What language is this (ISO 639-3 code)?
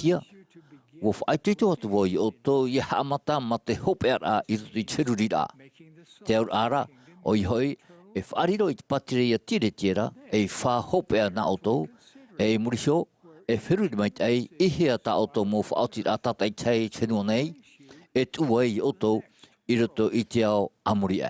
tah